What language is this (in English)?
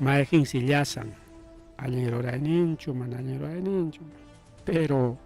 Ayacucho Quechua